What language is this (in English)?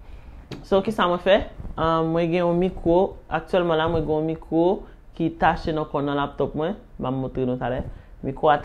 Haitian Creole